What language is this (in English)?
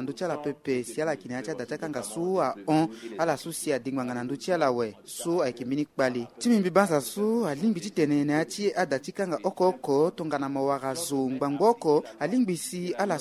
Sango